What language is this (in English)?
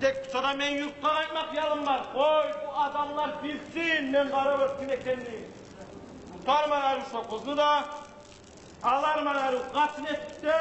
Kumyk